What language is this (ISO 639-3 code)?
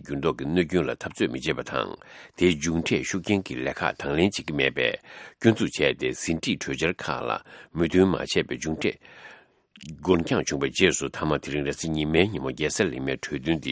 bod